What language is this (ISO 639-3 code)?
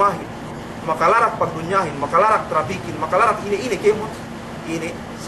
yka